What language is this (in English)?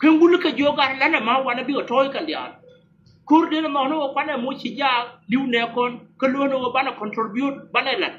Nuer